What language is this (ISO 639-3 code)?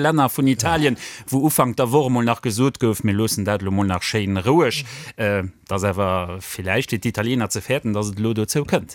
ltz